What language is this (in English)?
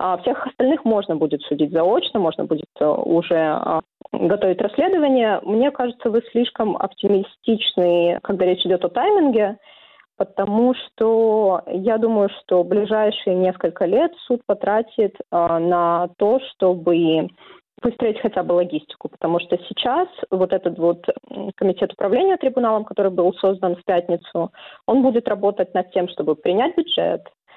Russian